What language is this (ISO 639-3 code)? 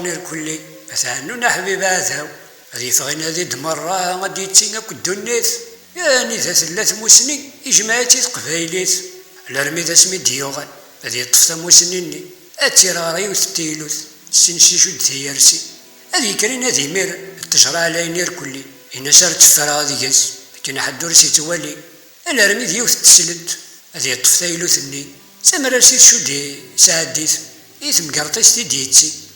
kab